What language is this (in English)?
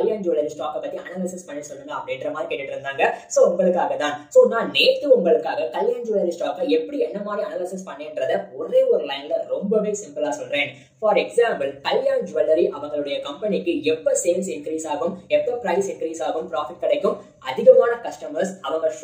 Tamil